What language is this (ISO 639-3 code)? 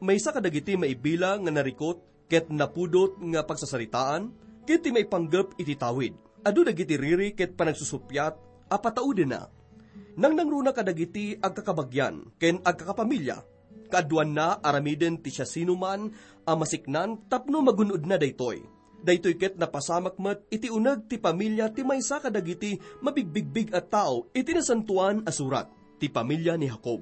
ilo